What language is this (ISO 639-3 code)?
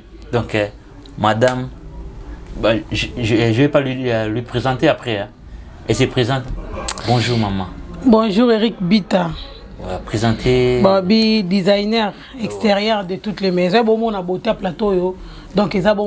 lin